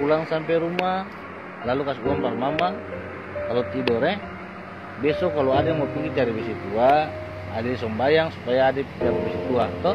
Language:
Ambonese Malay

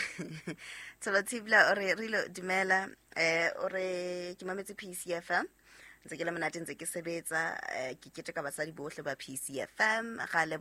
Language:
Southern Sotho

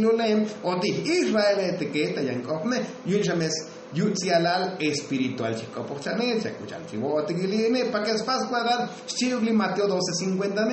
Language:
Tzotzil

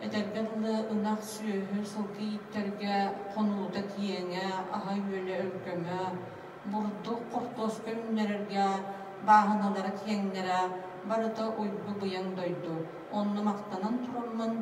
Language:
Yakut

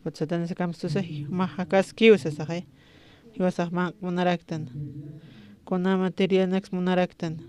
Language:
Aymara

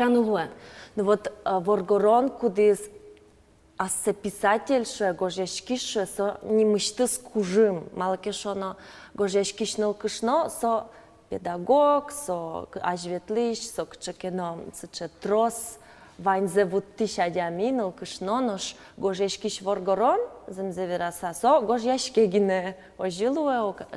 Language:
Udmurt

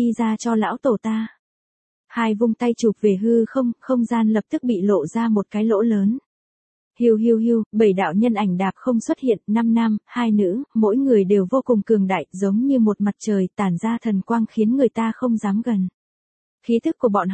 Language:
Vietnamese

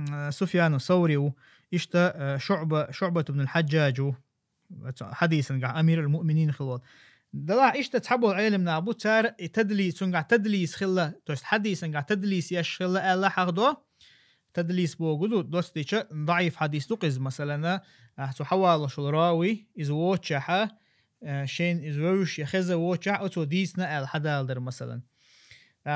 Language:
Chechen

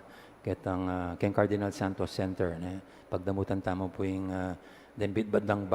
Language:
Pampanga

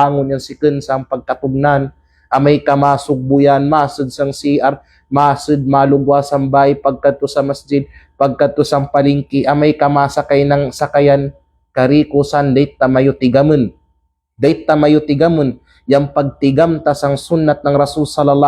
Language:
Kalagan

